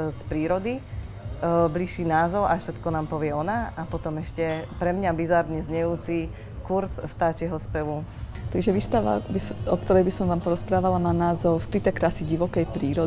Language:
Slovak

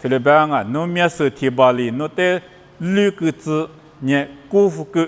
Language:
Lisu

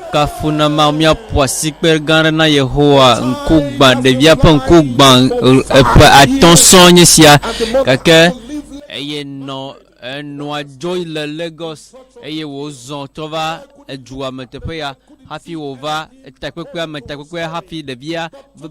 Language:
Ewe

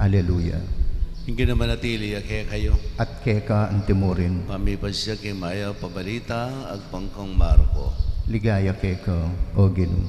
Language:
Pampanga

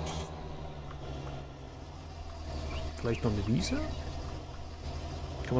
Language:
German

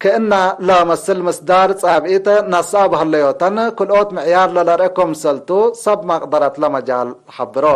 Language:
Tigre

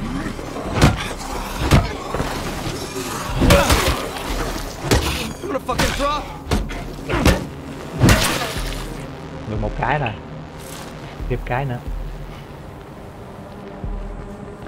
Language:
Vietnamese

